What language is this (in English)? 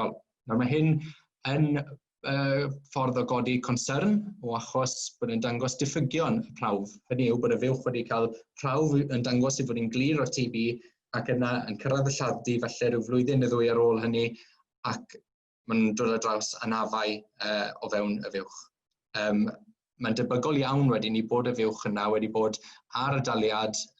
Welsh